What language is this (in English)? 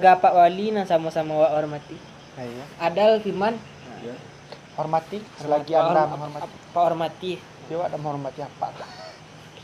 Minangkabau